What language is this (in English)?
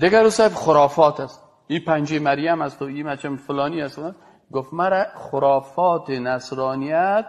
Persian